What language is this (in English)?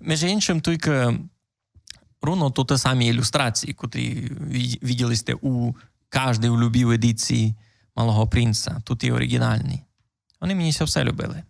Rusyn